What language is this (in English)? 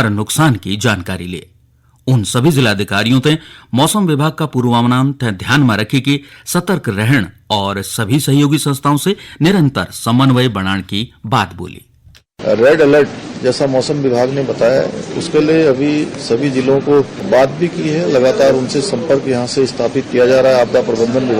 Garhwali